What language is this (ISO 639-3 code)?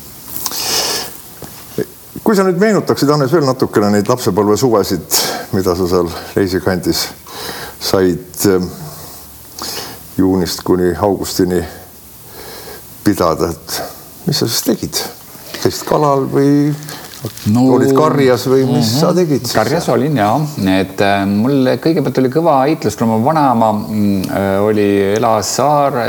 est